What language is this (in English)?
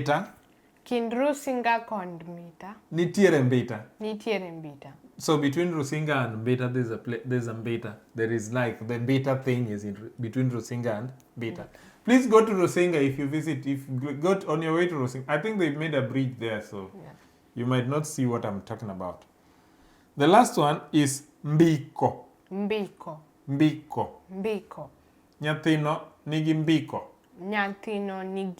Luo (Kenya and Tanzania)